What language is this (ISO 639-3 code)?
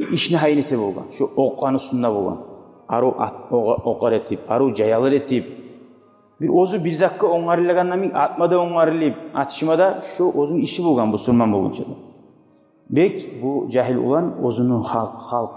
kum